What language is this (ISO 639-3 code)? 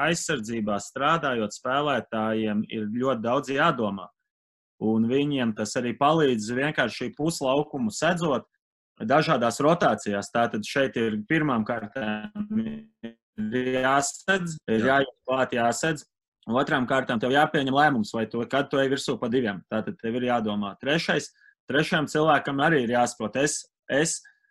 lav